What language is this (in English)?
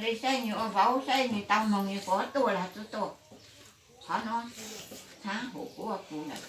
Hmong